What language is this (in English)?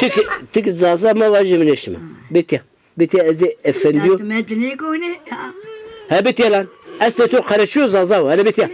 Zaza